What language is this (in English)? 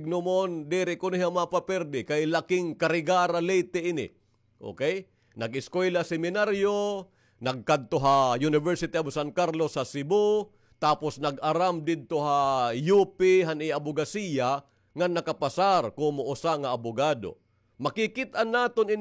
Waray